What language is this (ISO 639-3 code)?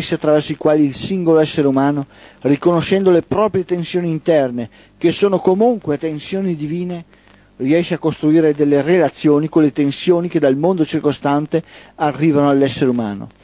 ita